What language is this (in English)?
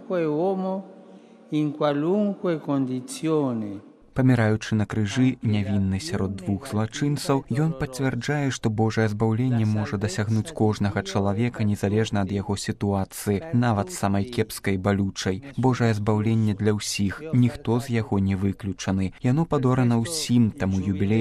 Belarusian